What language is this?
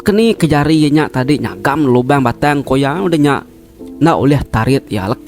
Iban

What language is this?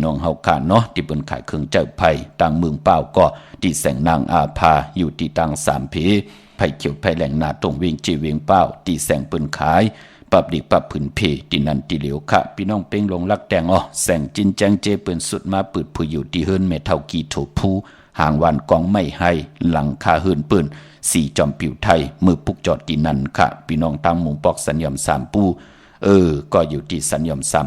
Shan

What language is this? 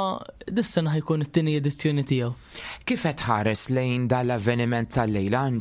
Maltese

